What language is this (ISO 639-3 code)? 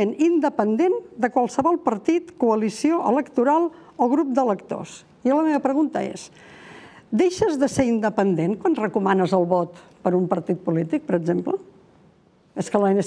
cat